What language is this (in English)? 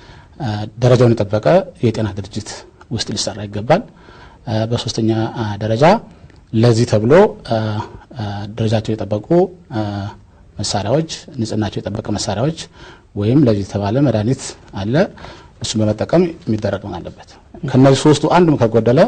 Amharic